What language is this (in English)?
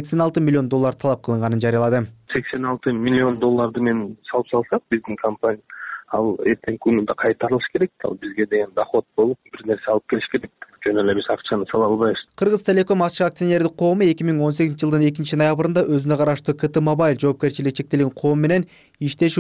Kyrgyz